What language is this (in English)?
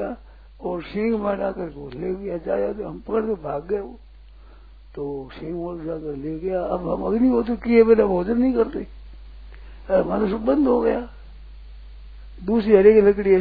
Hindi